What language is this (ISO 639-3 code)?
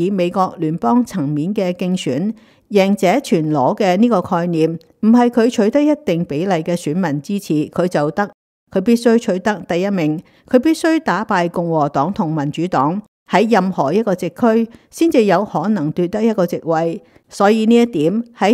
yue